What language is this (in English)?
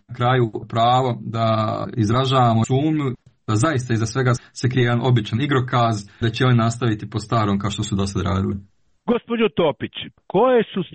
Croatian